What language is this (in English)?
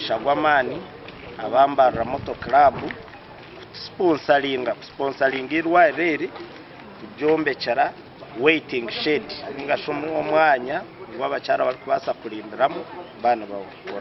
Nyankole